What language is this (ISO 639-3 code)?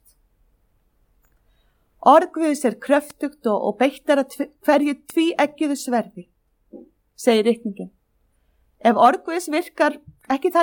isl